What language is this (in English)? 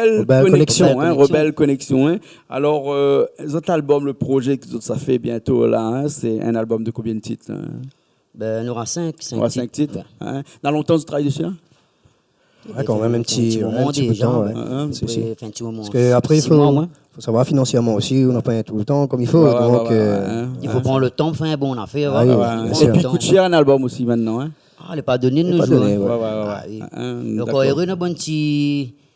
Réunion Creole French